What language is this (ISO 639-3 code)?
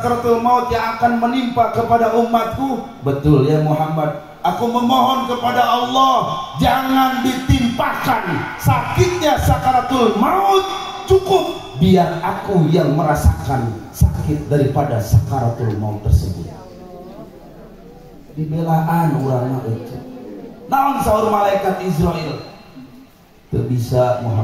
ind